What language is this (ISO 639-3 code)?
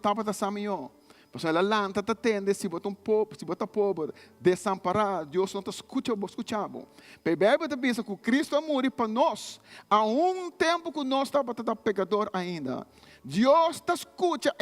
pap